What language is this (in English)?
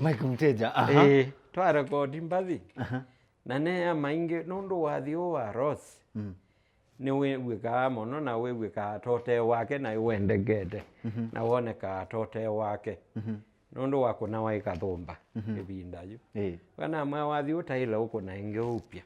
Kamba